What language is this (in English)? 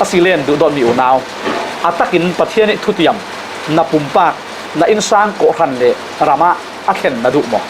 Falam Chin